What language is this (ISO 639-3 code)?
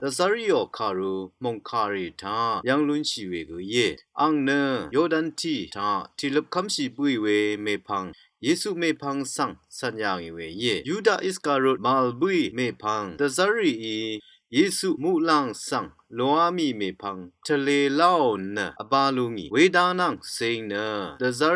raw